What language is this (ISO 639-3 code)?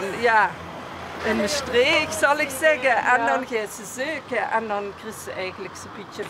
lim